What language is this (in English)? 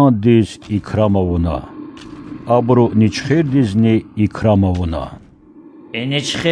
Lezghian